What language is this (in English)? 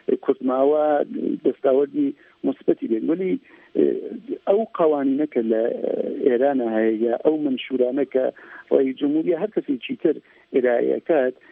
Central Kurdish